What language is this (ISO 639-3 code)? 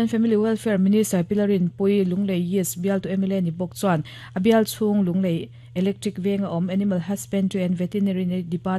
lus